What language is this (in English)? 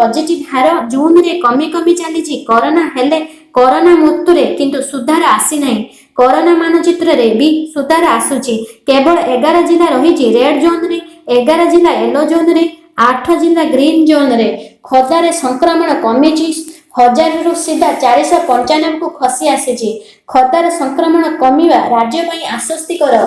Odia